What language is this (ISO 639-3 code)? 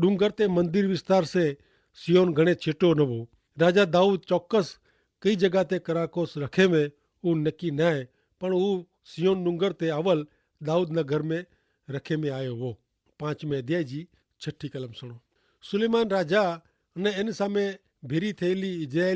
kfr